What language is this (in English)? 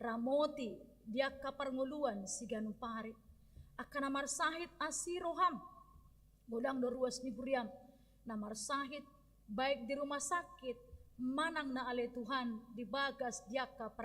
Batak Toba